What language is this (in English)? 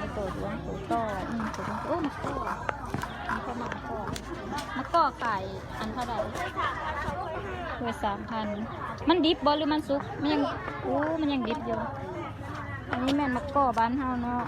Lao